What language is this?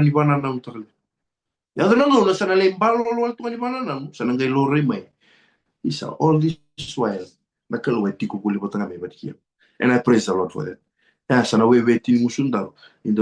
Fijian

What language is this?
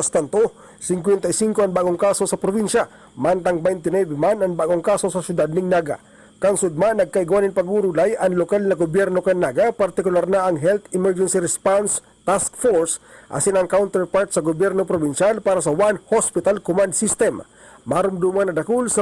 Bikol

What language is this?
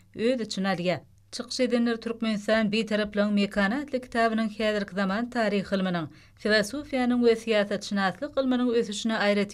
Turkmen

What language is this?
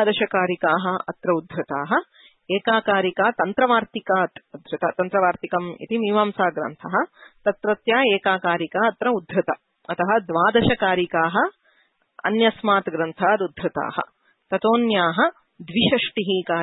Sanskrit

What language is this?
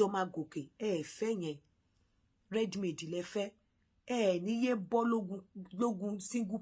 Yoruba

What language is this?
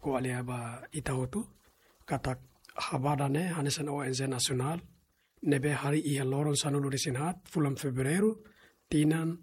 Tetum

